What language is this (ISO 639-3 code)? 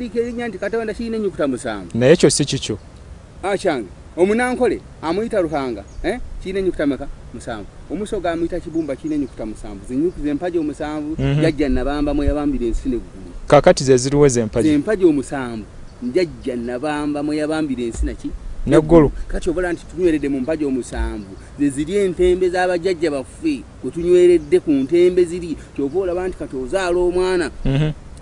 lug